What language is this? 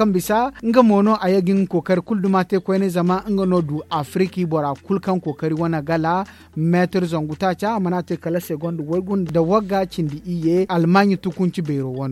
Zarma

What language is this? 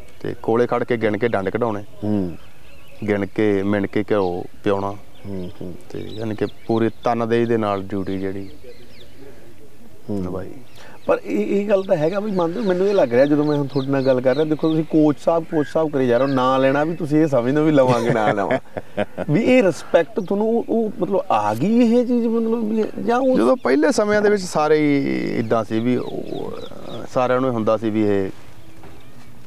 Punjabi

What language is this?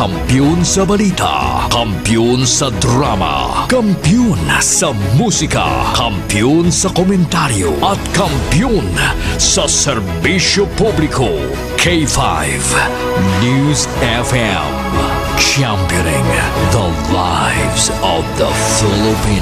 Hiligaynon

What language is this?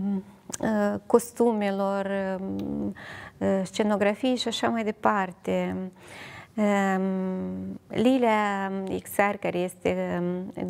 Romanian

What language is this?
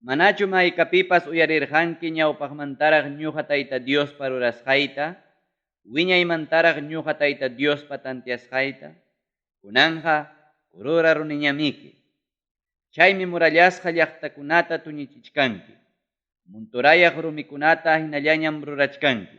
Ayacucho Quechua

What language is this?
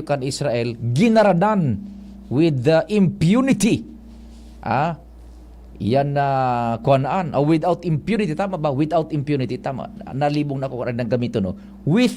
Bikol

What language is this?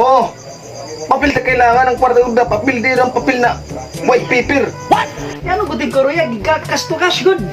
Waray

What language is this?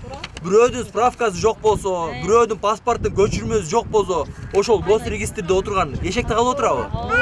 Kyrgyz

